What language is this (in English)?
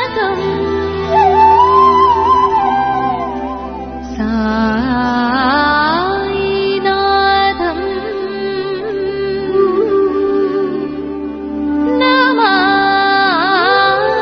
Telugu